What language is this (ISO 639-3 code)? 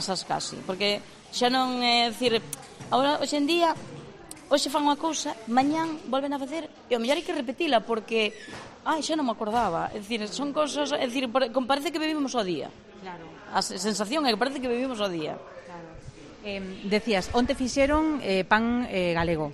glg